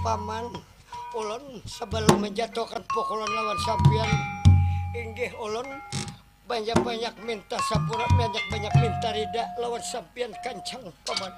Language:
Banjar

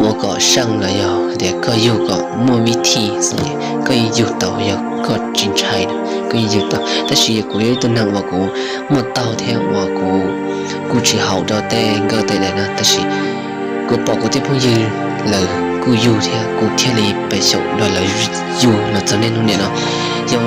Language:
Hmong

